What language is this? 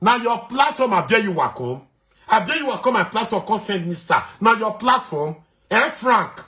Nigerian Pidgin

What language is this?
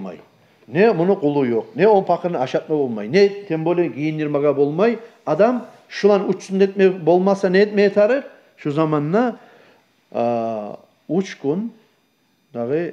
Kumyk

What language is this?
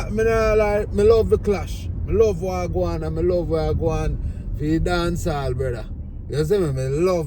Jamaican Creole English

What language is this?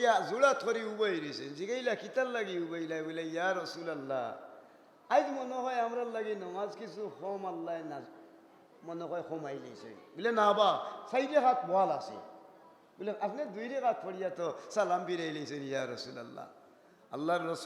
Sylheti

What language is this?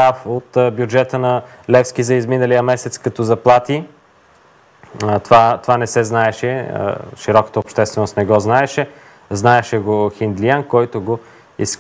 Bulgarian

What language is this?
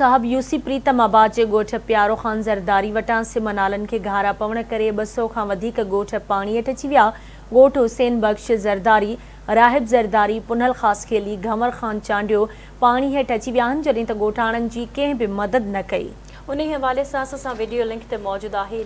Sindhi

